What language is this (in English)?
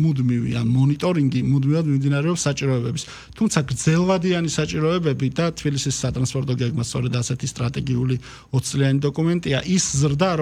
Georgian